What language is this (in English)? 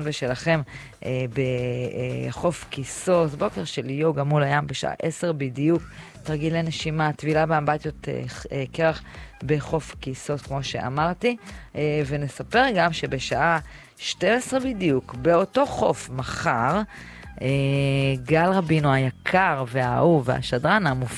Hebrew